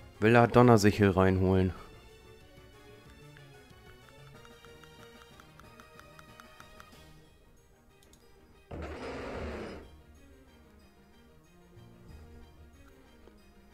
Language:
German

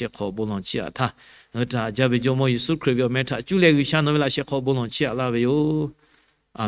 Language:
Lahu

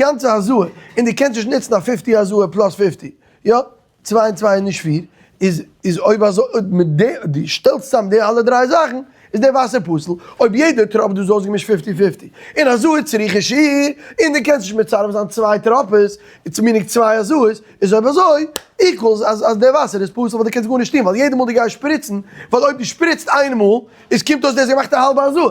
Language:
Yiddish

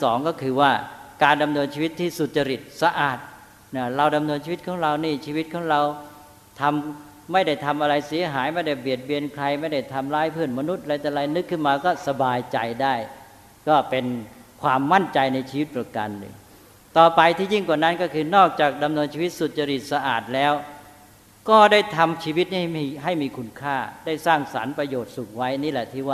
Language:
Thai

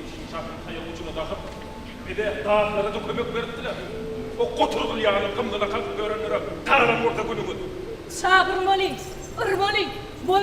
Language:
Turkmen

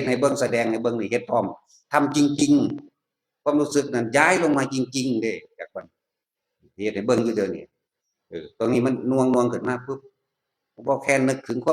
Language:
Northeastern Thai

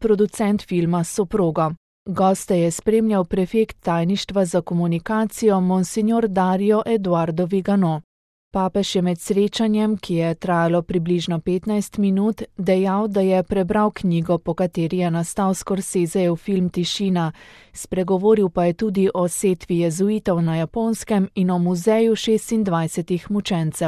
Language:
Slovenian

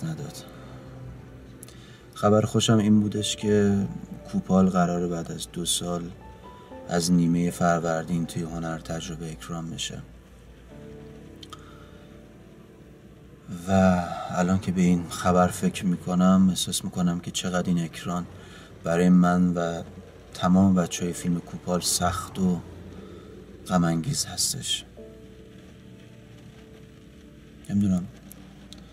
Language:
Persian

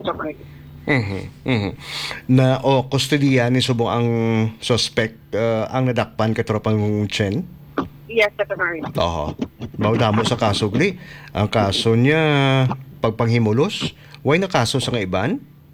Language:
Hiligaynon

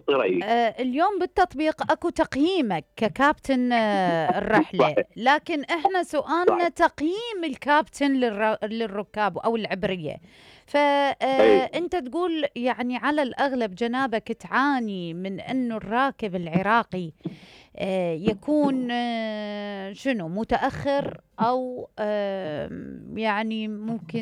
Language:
Mesopotamian Arabic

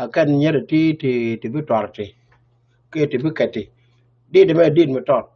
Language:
Nuer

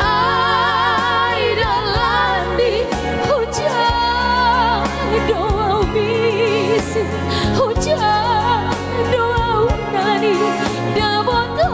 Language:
Batak Simalungun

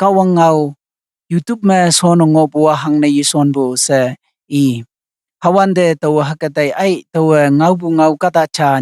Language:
Konyak Naga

